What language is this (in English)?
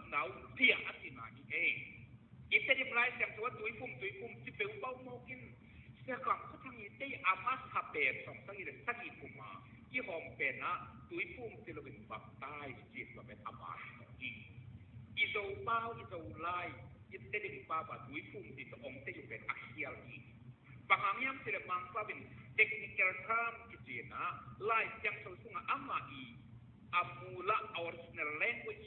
Tedim Chin